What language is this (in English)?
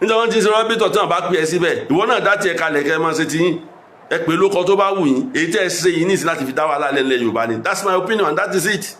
Yoruba